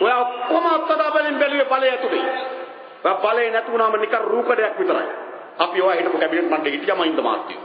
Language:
Sinhala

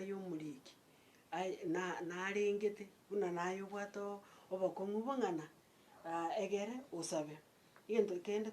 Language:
Gusii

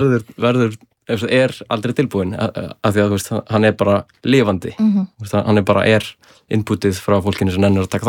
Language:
Icelandic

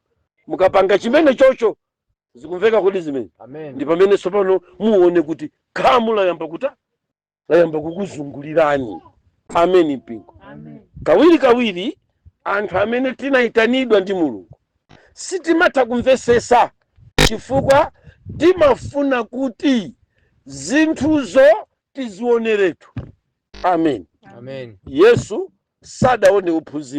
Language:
Nyanja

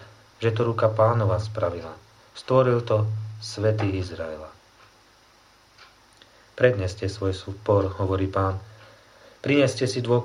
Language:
Slovak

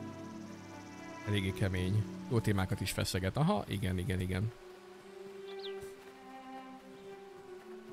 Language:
Hungarian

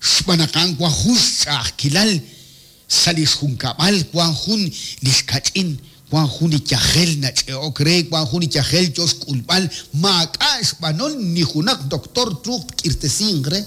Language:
Kekchí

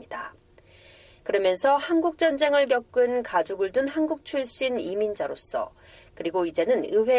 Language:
Korean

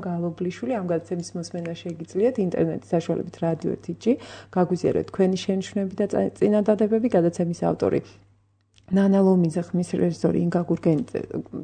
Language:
Georgian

